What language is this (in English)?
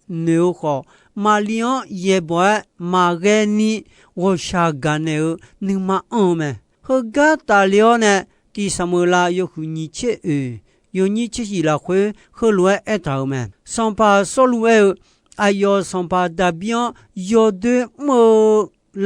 Akha